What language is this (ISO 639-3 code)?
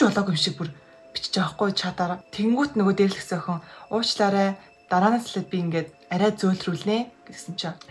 mon